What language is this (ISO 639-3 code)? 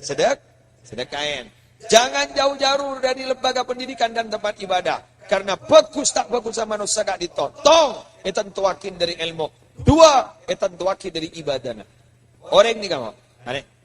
mad